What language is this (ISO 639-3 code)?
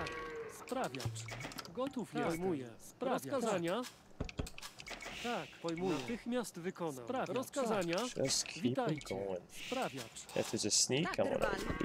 pol